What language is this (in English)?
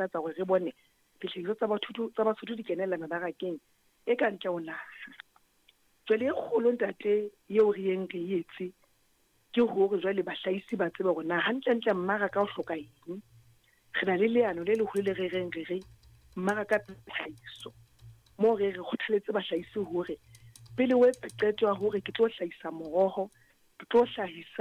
Southern Sotho